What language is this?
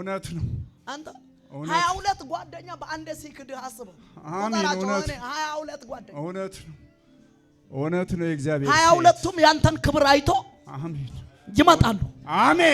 Amharic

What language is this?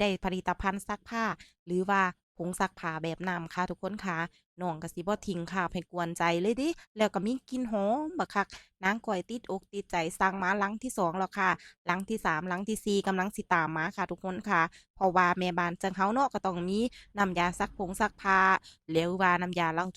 Northeastern Thai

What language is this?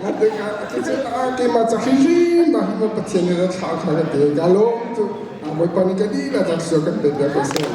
Hakha Chin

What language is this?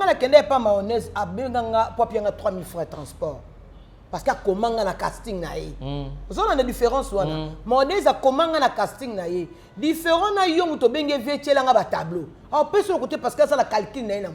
Lingala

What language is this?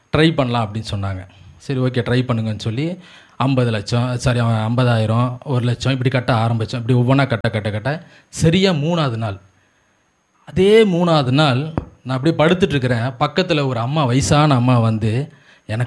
Tamil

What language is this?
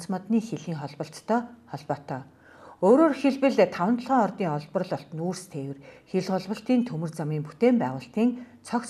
Mongolian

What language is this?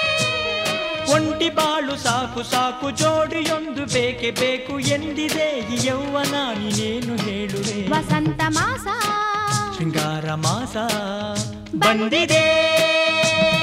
Kannada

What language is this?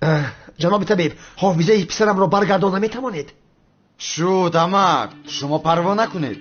Tajik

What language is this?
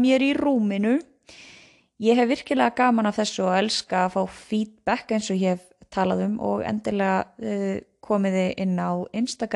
Icelandic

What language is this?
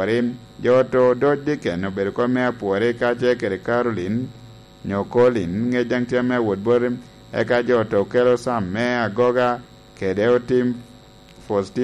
Lango (Uganda)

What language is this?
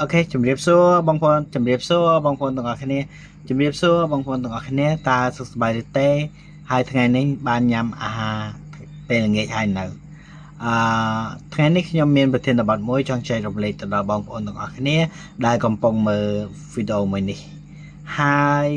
Khmer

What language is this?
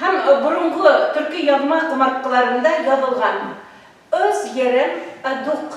Bashkir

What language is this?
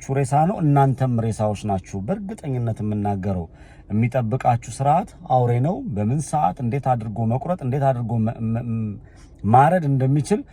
Amharic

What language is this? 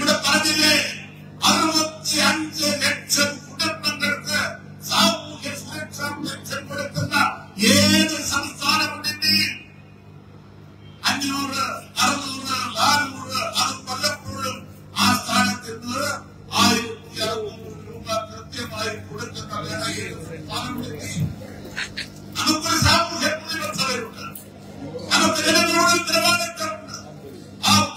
Malayalam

